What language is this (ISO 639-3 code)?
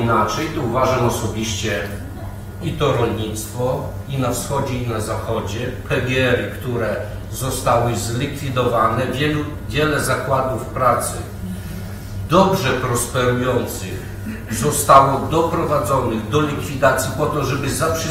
pol